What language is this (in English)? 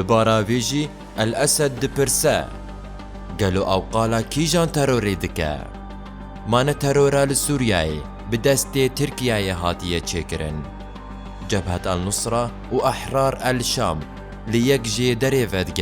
Kurdish